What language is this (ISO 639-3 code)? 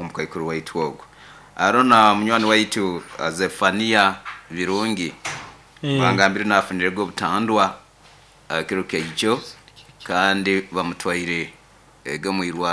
nyo